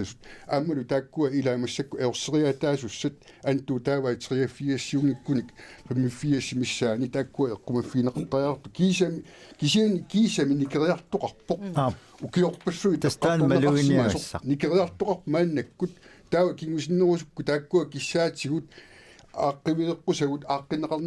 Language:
Kalaallisut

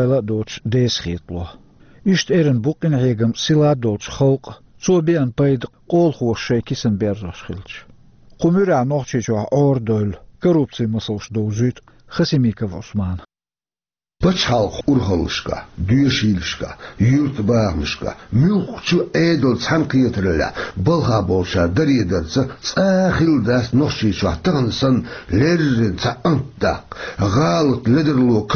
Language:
Chechen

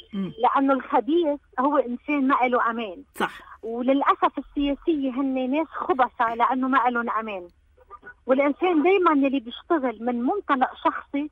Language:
North Levantine Arabic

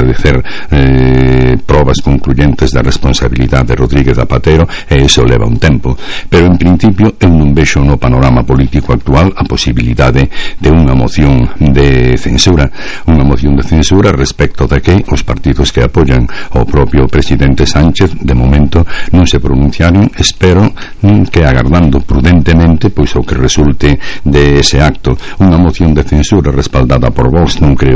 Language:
Galician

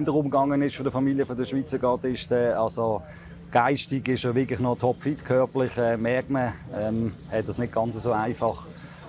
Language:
Swiss German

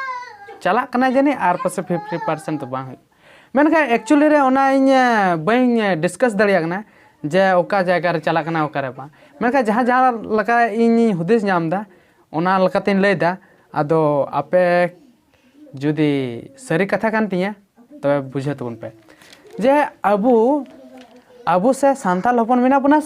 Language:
Santali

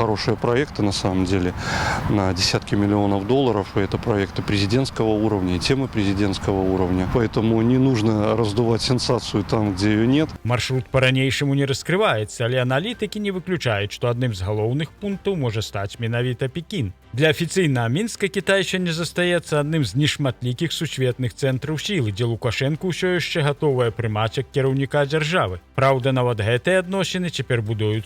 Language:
Belarusian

